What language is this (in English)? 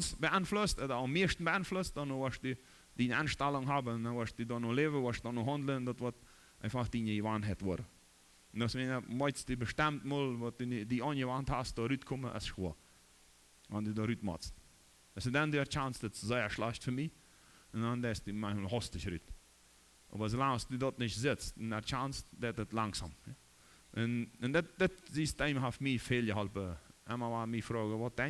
Plautdietsch